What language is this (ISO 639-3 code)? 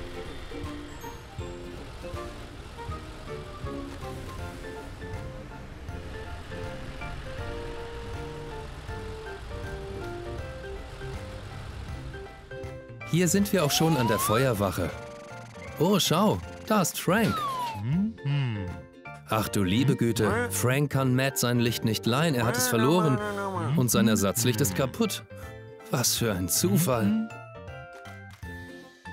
deu